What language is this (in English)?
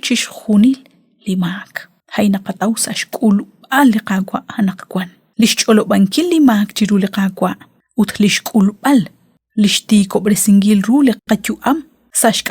Kekchí